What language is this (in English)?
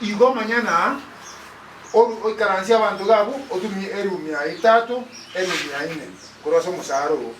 Gusii